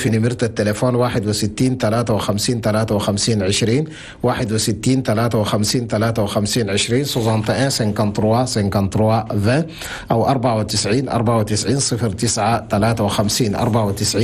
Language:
Chadian Arabic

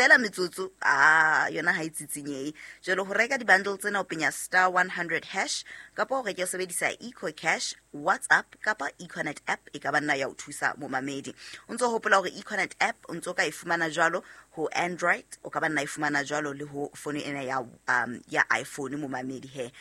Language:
Southern Sotho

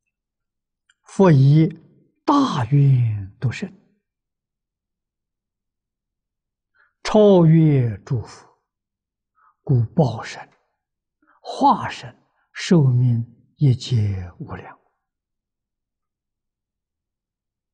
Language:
Chinese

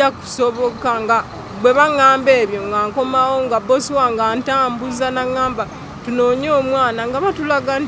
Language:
Ganda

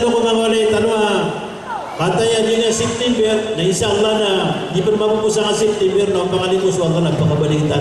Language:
Maranao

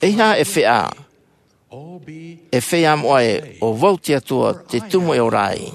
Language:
Tahitian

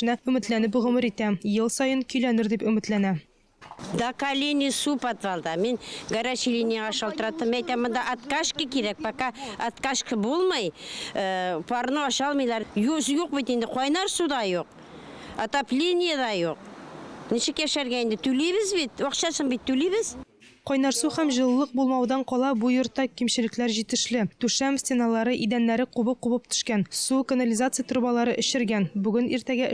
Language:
Tatar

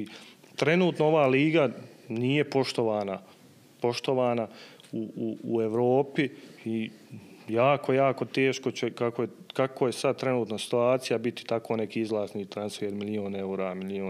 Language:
Bosnian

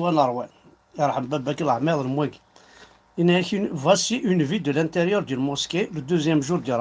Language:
Kabyle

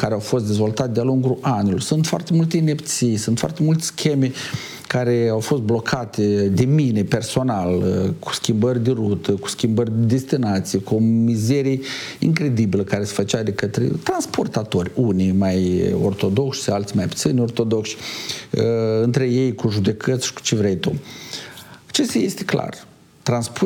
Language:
Romanian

